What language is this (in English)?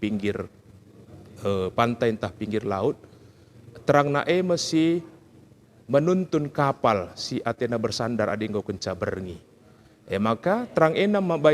Batak Karo